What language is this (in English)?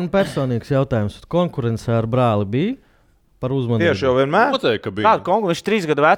Latvian